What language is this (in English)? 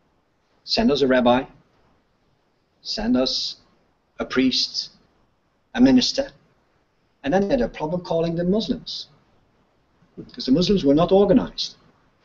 English